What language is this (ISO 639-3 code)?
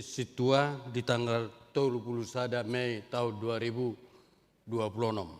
bbc